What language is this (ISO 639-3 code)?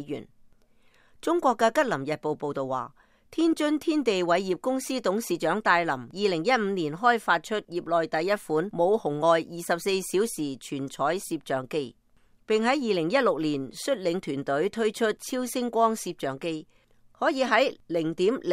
yue